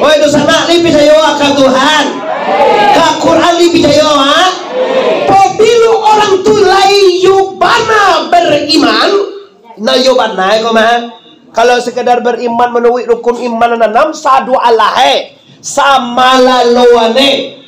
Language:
Minangkabau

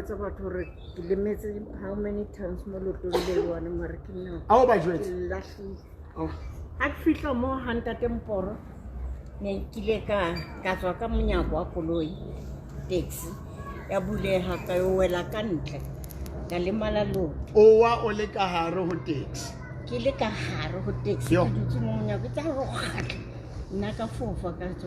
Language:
Southern Sotho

